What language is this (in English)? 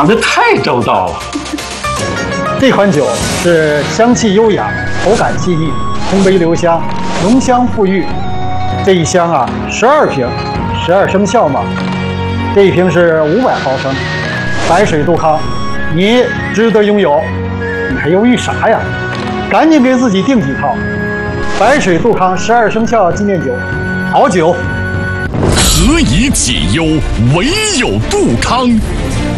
Chinese